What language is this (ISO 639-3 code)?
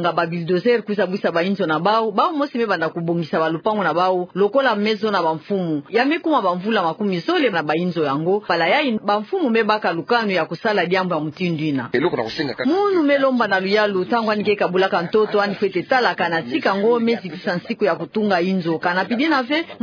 ktu